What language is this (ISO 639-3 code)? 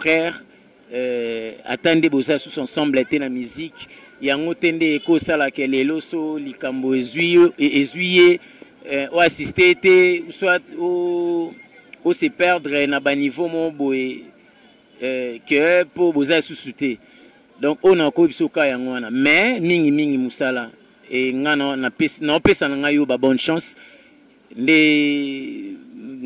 lin